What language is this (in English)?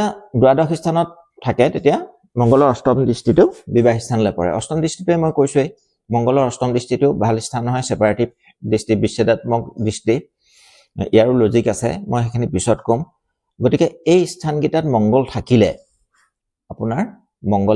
Assamese